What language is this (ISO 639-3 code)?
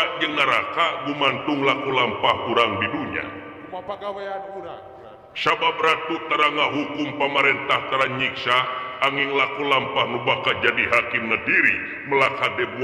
sun